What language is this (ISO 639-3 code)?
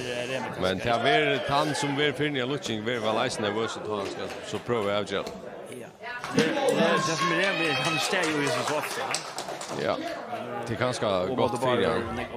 fao